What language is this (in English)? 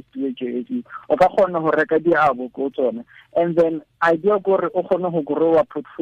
Tswana